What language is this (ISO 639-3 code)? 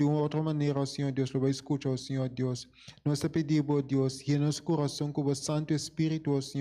pap